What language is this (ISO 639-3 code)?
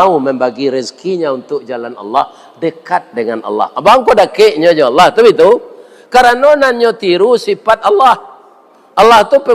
min